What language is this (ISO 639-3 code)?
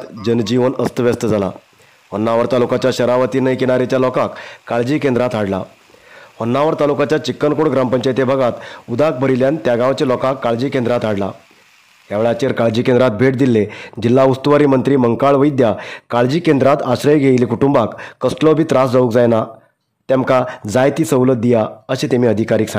kok